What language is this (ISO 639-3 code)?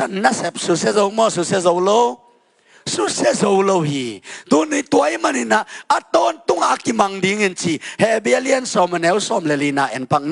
ctd